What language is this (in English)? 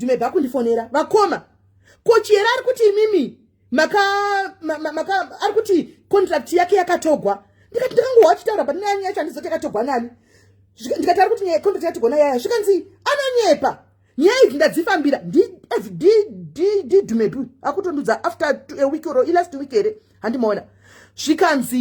Shona